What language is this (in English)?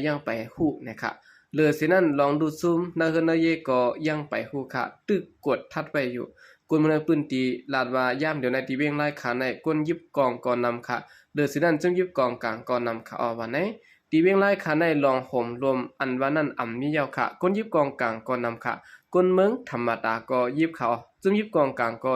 Shan